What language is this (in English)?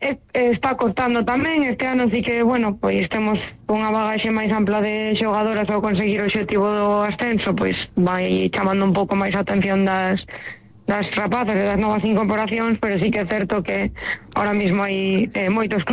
Galician